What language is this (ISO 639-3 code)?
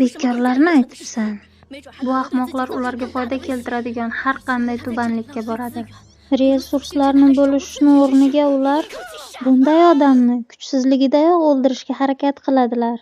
uzb